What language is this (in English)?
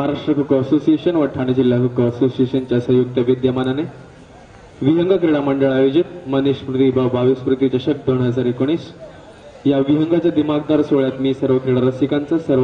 Marathi